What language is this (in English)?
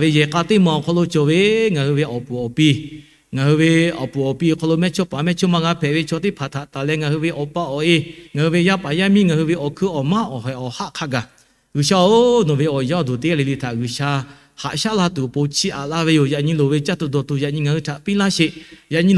Lahu